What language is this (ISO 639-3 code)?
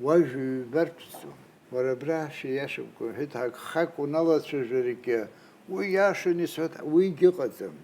abk